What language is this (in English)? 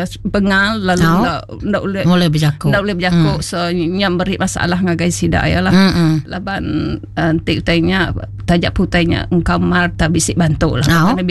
Iban